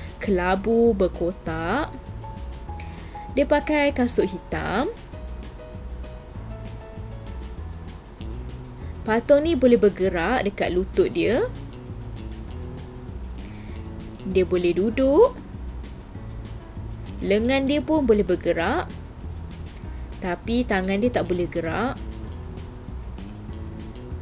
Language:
Malay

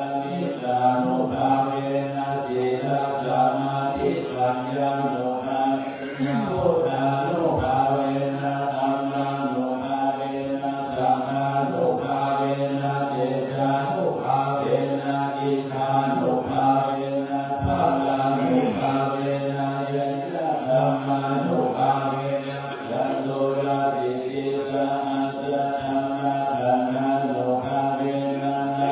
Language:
Pali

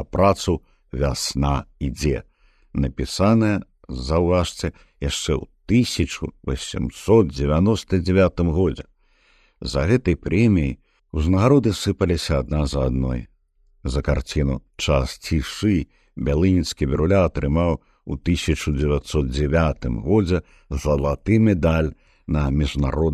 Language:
Belarusian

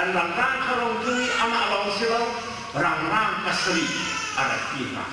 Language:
Hakha Chin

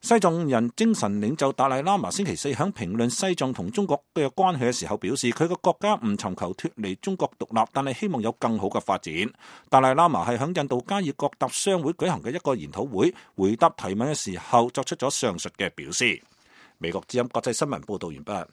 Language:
Cantonese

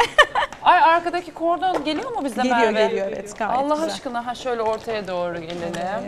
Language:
Turkish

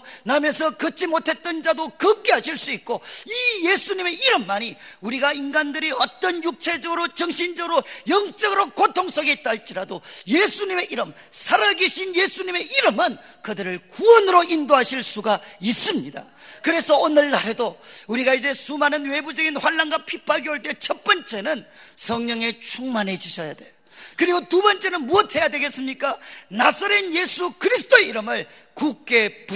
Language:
Korean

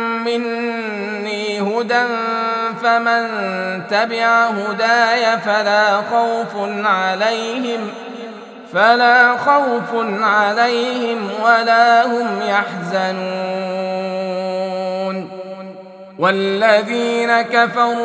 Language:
Arabic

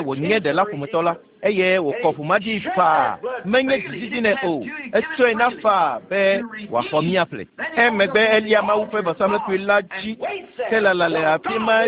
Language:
Ewe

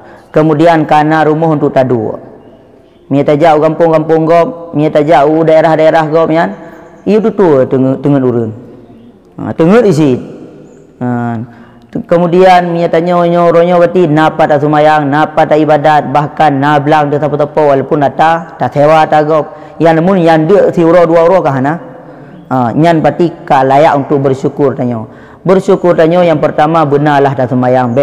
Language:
Achinese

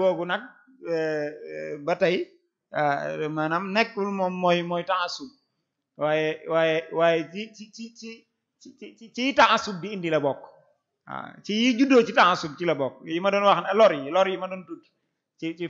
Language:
Wolof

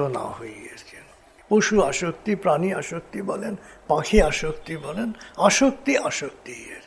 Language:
Bangla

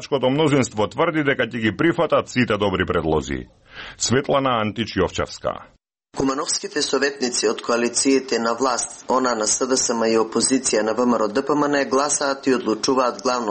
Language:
Macedonian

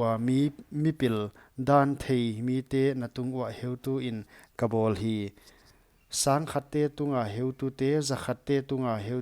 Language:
Paite Chin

